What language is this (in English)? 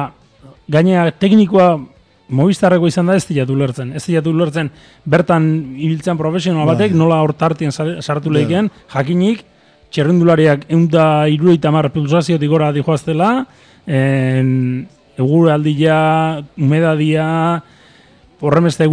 Basque